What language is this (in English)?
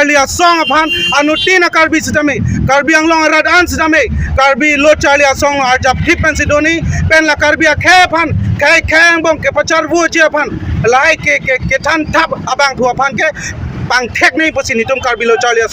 Karbi